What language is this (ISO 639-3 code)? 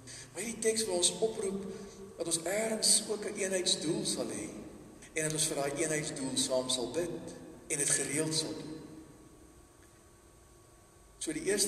afr